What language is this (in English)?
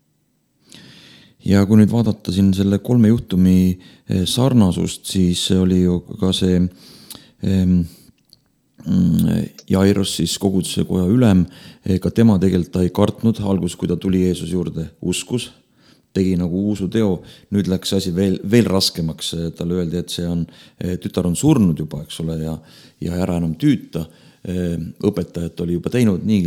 Estonian